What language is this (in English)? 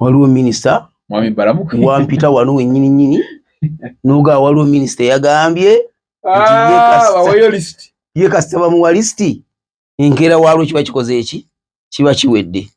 Ganda